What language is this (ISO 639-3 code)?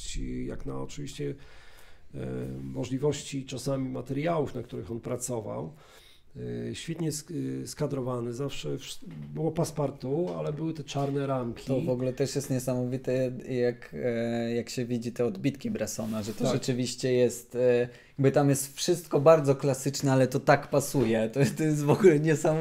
pol